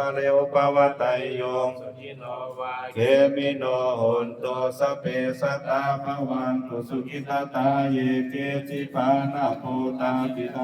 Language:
Pali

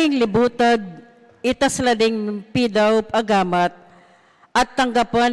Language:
Pampanga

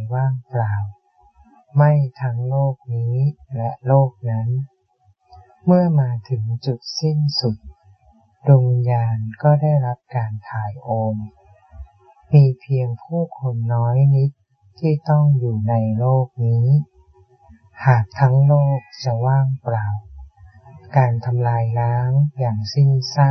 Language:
Thai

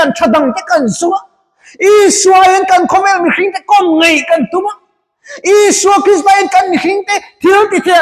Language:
Mizo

